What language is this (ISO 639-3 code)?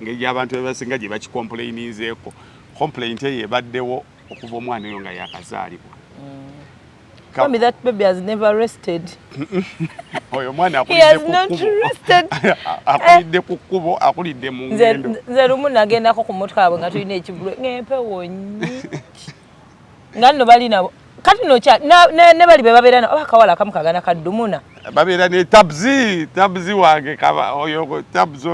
lug